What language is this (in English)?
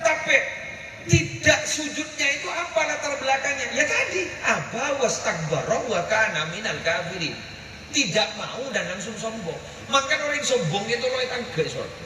Madurese